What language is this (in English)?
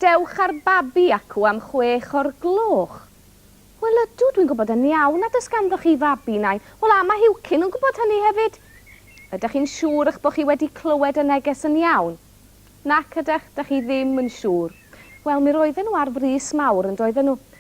Welsh